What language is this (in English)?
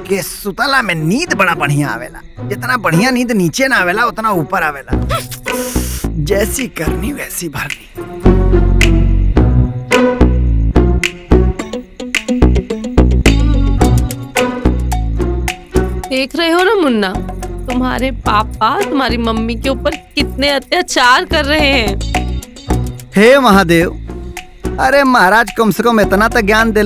Bhojpuri